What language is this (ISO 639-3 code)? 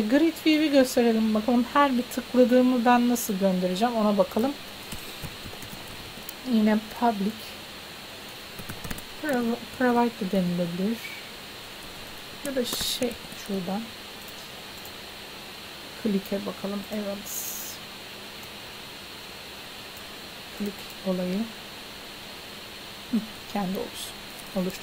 tur